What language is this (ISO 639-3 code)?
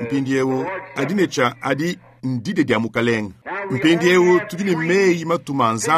lua